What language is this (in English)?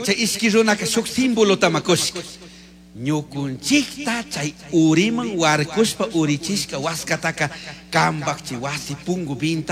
Chimborazo Highland Quichua